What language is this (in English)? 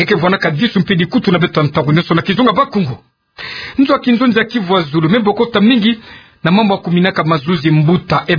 Kituba (Democratic Republic of Congo)